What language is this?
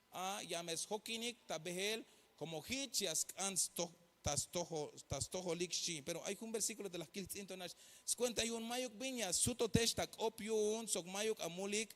Tzeltal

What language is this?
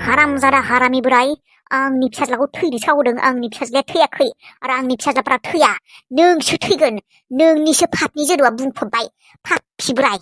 Bodo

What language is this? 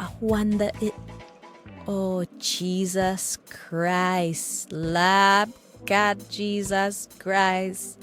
Jamaican Creole English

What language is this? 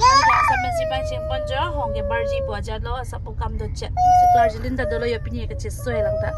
Karbi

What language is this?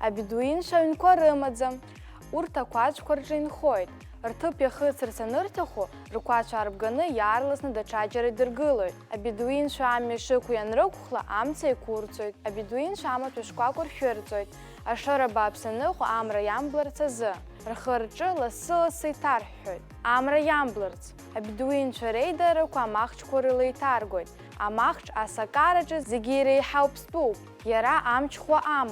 Abkhazian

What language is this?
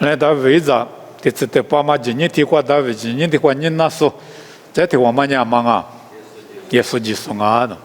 Lisu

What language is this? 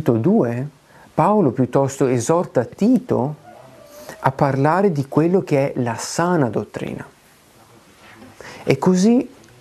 Italian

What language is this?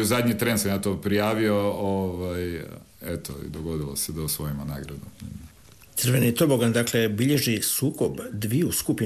Croatian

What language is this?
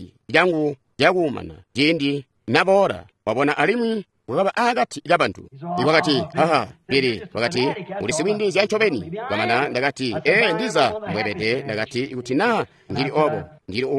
Tonga (Zambia)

